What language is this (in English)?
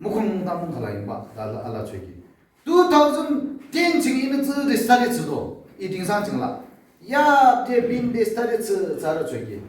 Yimchungru Naga